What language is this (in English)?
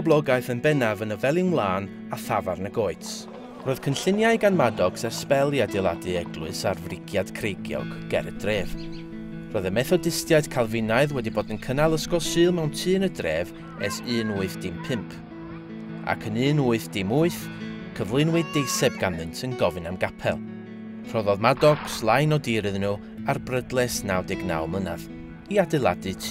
Welsh